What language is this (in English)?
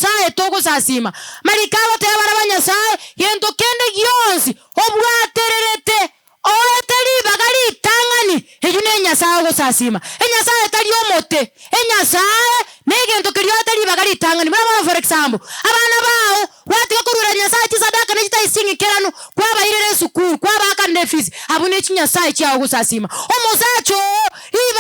Gusii